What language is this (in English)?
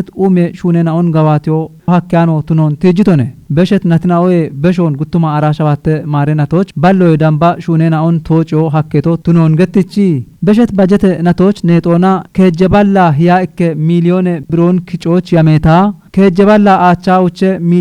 Kafa